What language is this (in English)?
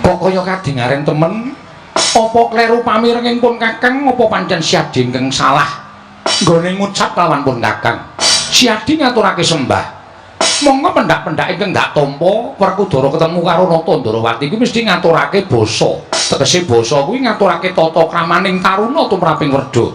Javanese